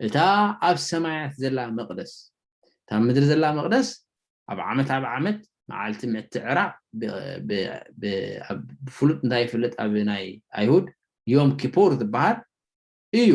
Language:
Tigrinya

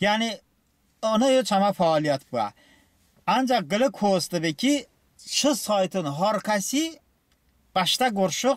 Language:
Talysh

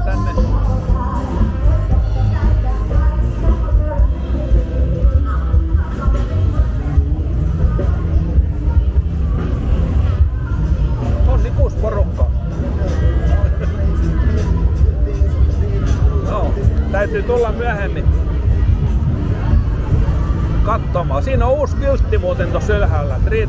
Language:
Finnish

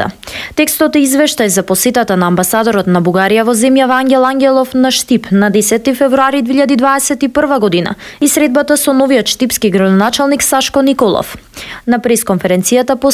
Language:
Macedonian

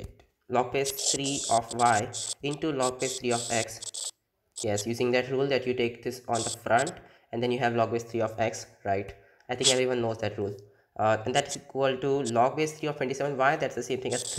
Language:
English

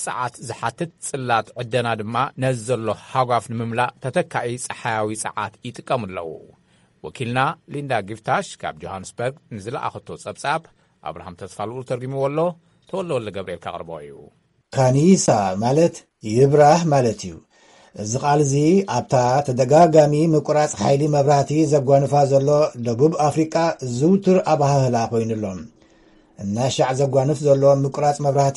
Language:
Tigrinya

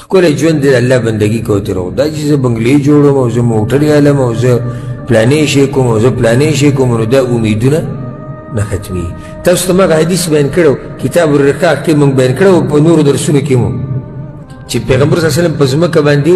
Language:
Pashto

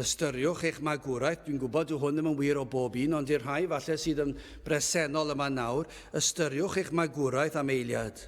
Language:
Welsh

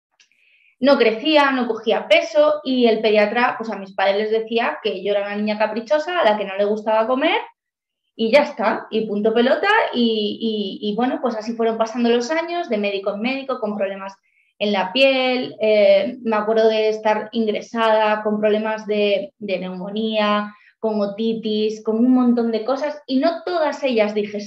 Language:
Spanish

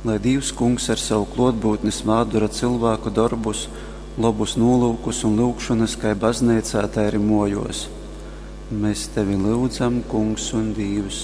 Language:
Latgalian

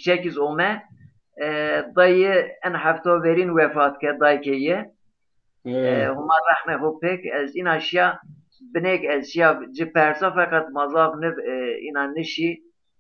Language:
Zaza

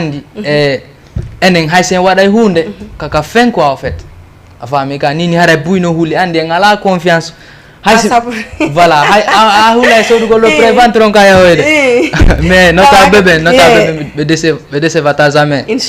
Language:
Fula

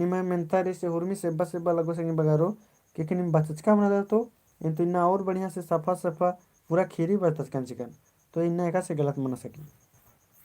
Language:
Kurukh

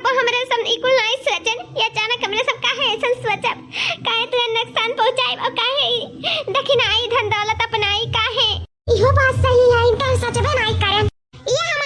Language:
Awadhi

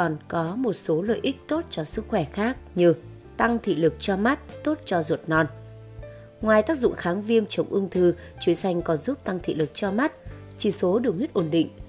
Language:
Vietnamese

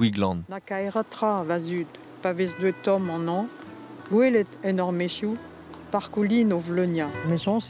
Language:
Breton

